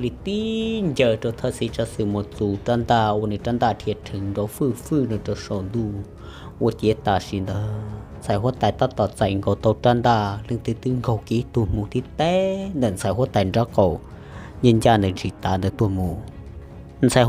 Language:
Hmong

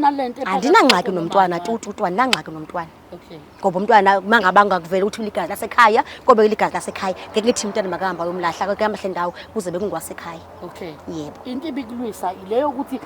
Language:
Zulu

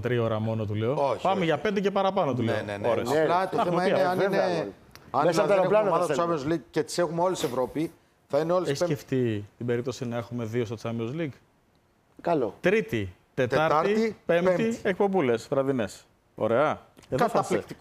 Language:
Greek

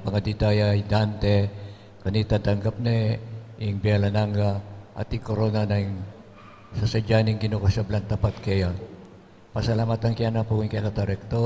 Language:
Pampanga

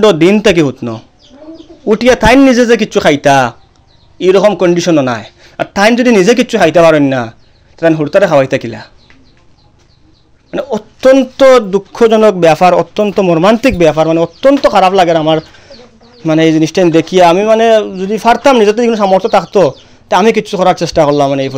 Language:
Sylheti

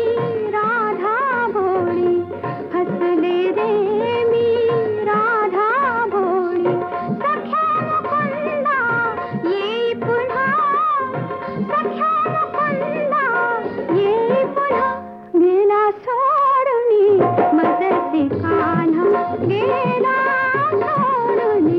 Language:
Marathi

